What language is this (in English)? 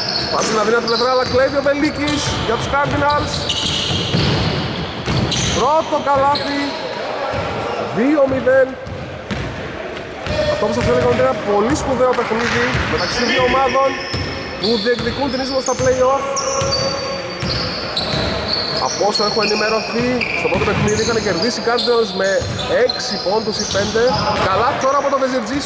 Greek